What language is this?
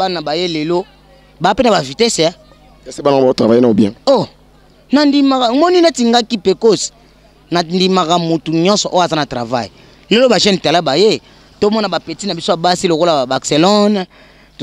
Lingala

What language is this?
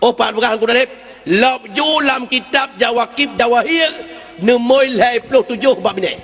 Achinese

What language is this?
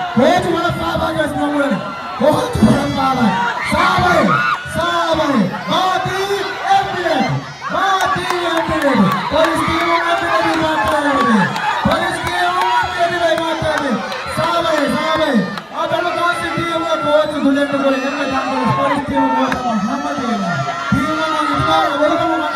Divehi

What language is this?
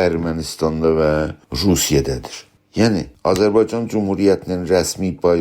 South Azerbaijani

